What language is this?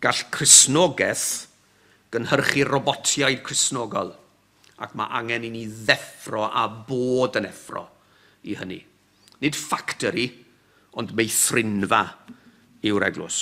Welsh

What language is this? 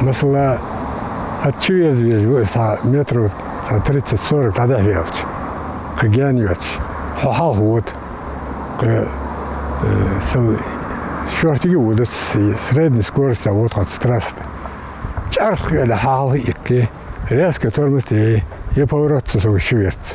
Ingush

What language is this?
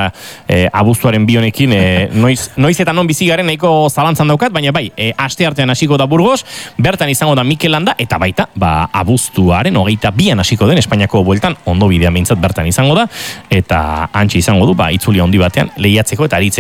Basque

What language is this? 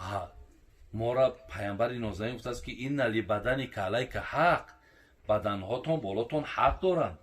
Tajik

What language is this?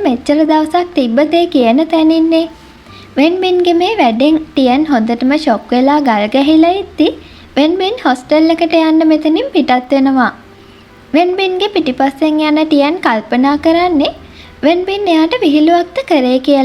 Sinhala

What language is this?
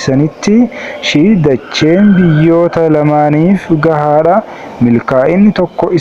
Oromo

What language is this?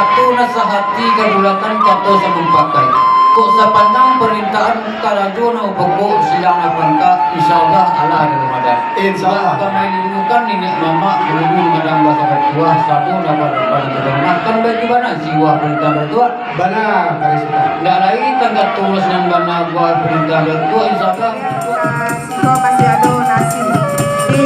Minangkabau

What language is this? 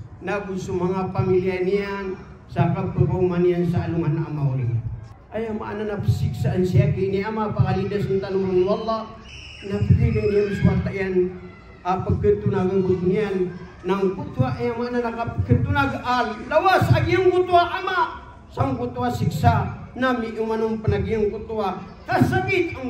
Maranao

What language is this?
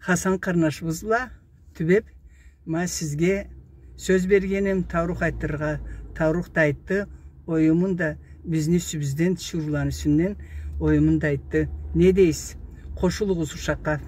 Karachay-Balkar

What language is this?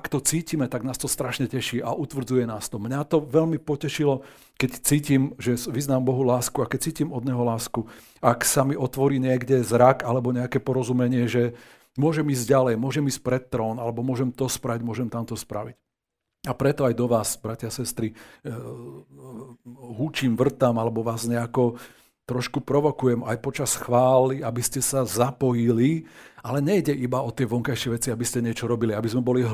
Slovak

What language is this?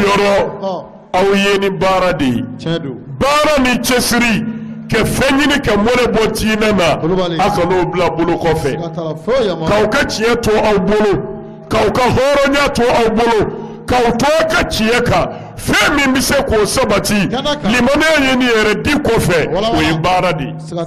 Bambara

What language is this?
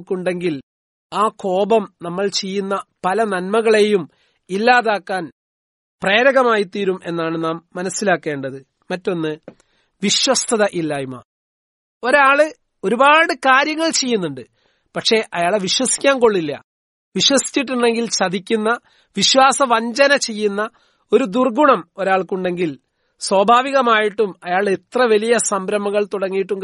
Malayalam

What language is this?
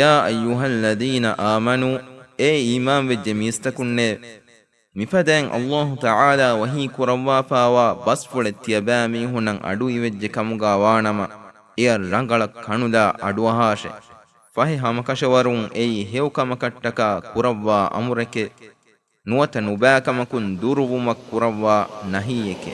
Divehi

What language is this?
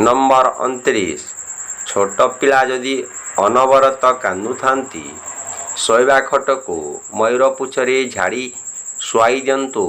Odia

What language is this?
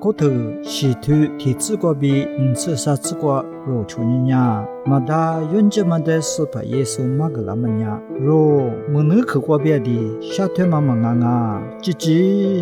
Lisu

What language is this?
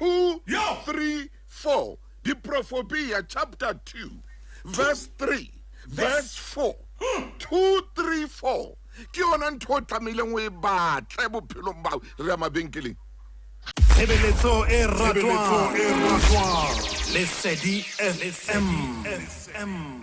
Southern Sotho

